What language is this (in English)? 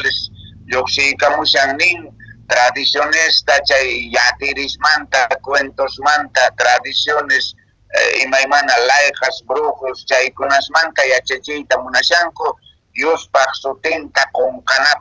Quechua